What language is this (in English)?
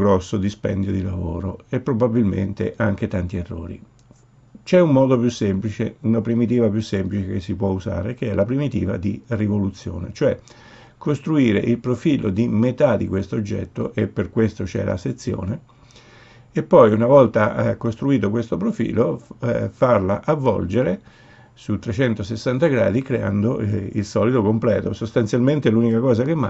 Italian